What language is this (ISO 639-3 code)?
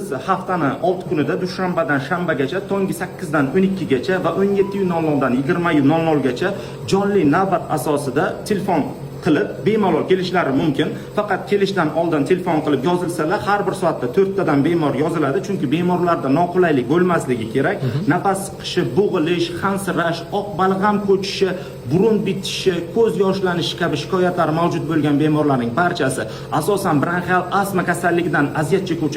uzb